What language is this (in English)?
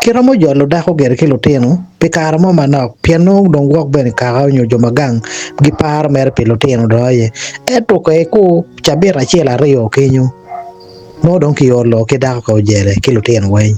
Acoli